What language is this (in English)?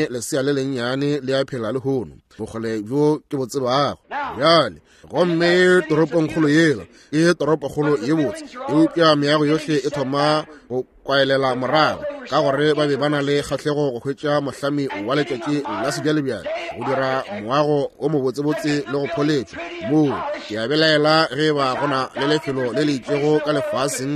Northern Sotho